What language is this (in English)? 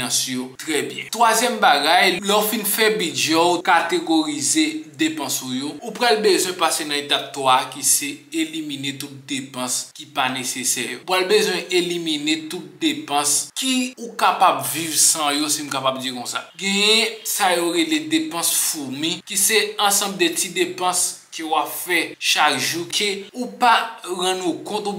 Haitian Creole